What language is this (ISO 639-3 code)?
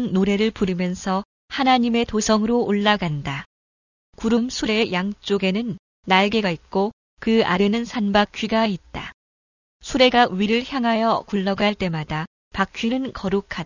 kor